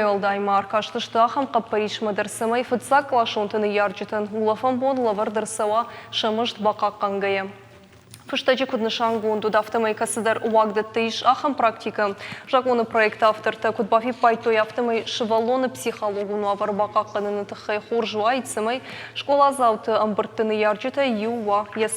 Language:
Ossetic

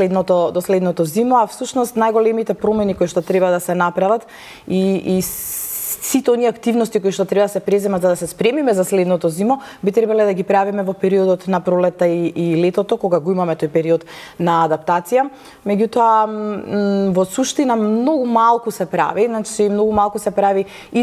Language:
Macedonian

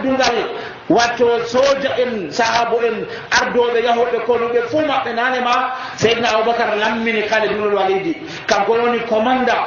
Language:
Nigerian Fulfulde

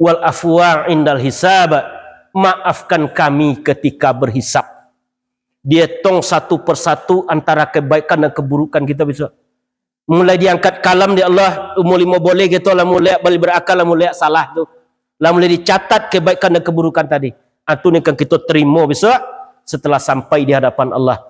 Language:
Minangkabau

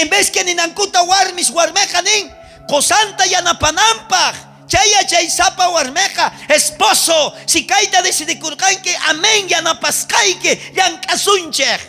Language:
South Bolivian Quechua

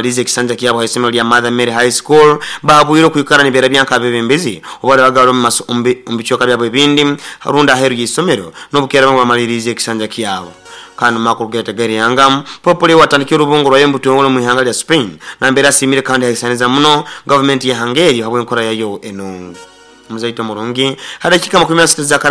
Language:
Nyoro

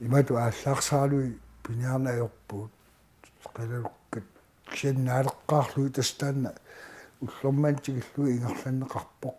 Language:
Kalaallisut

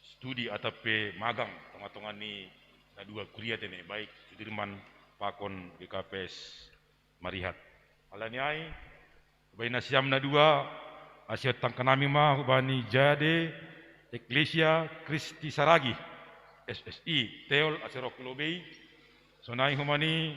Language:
Batak Simalungun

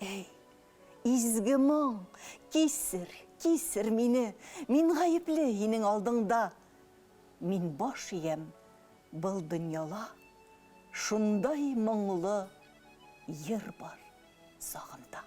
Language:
Bashkir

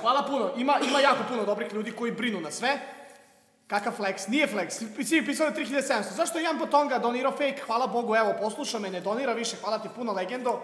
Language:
Serbian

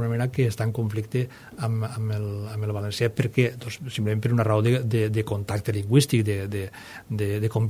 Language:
Catalan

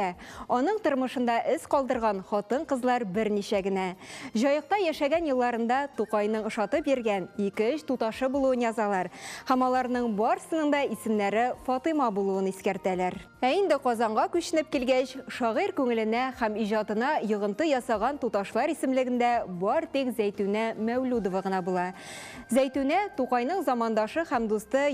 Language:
Tatar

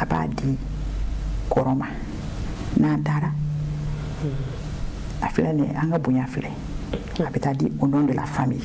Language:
Bambara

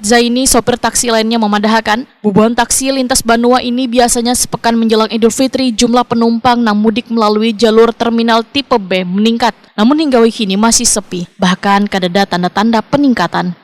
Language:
Banjar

